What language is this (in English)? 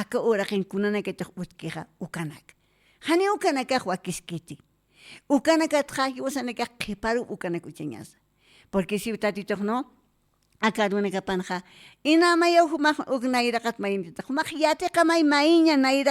Aymara